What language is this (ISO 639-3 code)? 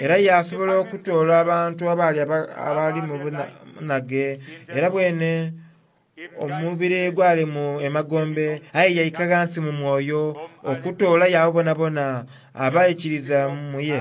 xog